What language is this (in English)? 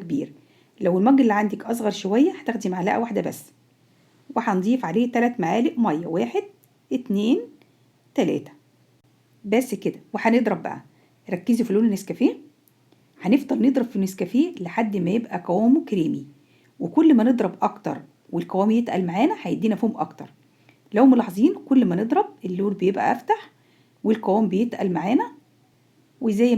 Egyptian Arabic